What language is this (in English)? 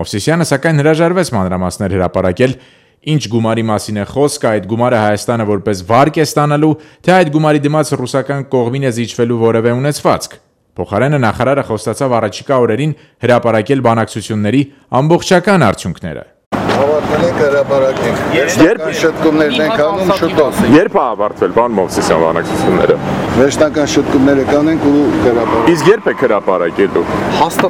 Armenian